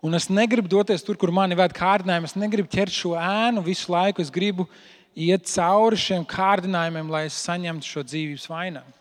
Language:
Latvian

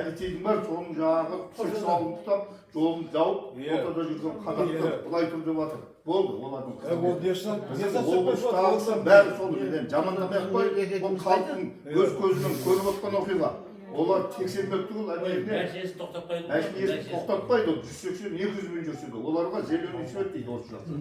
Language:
Kazakh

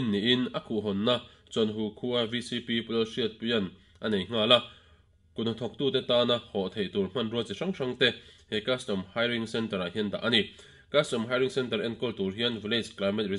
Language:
Mizo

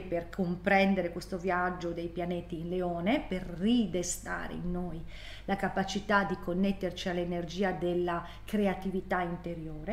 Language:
Italian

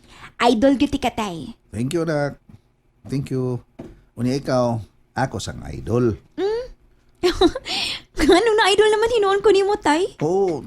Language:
Cebuano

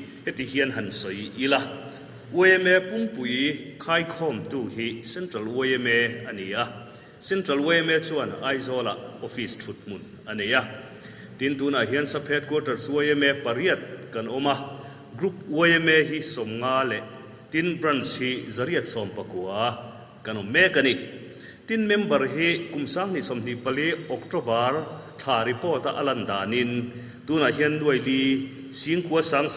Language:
Mizo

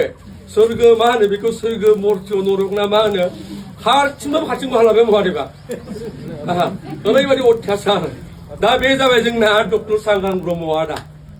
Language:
Bodo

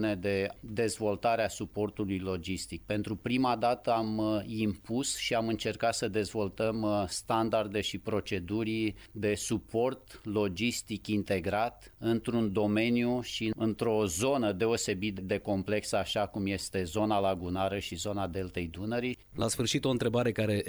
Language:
Romanian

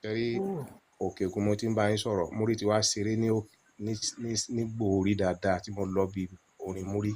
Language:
Yoruba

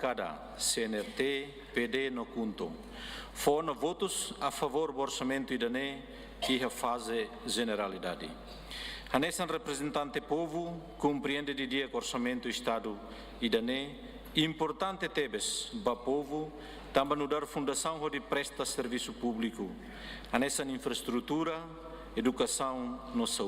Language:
Tetum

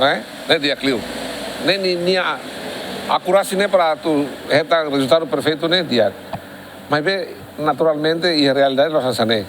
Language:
Tetum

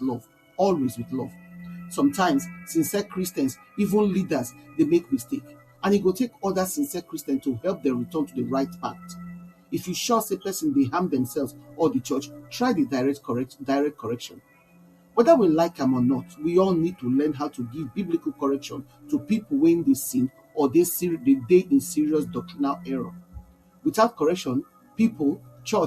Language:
Nigerian Pidgin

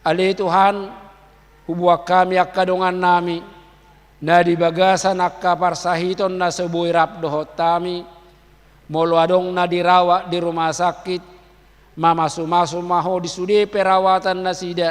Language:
Batak Toba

